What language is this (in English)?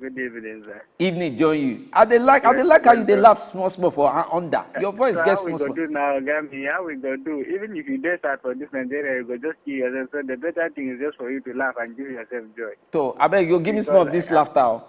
Nigerian Pidgin